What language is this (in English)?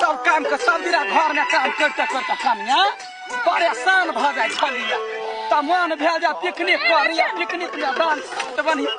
Maithili